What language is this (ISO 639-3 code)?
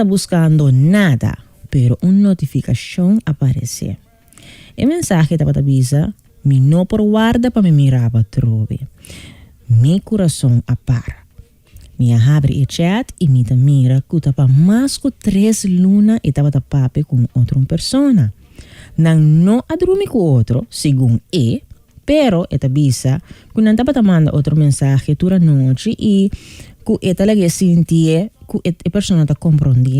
pap